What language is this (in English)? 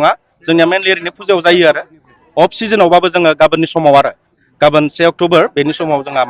Bodo